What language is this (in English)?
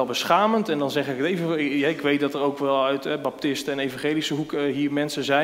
Dutch